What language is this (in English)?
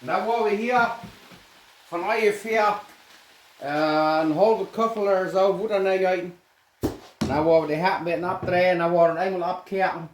Plautdietsch